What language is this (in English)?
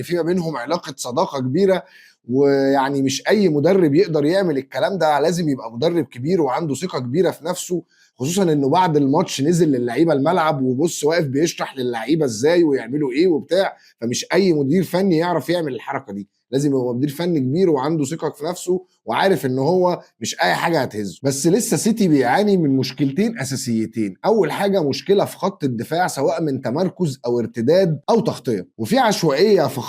Egyptian Arabic